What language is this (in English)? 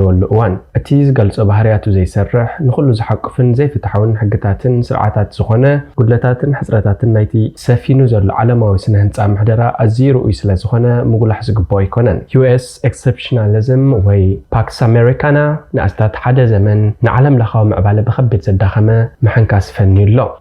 Tigrinya